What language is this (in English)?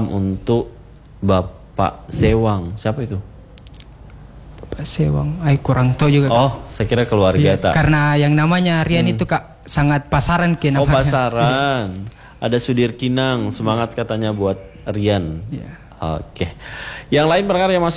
Indonesian